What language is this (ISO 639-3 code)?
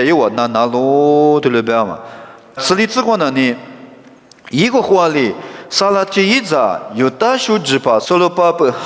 lis